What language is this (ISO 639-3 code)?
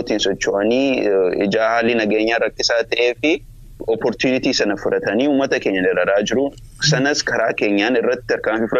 orm